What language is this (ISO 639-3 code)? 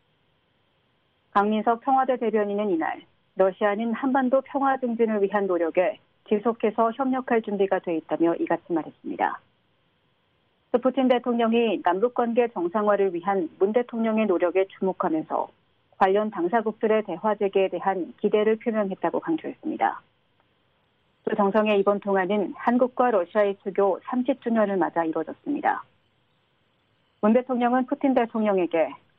kor